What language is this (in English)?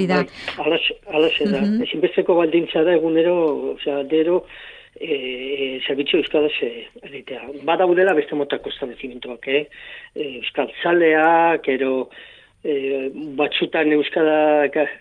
Basque